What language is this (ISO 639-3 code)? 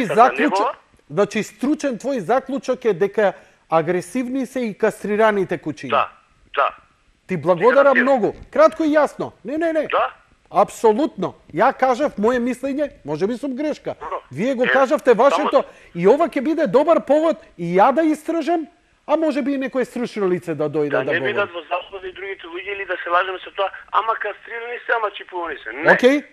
mkd